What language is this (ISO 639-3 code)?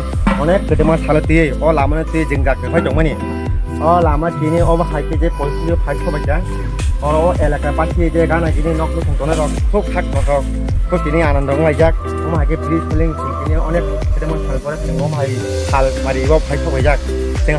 trp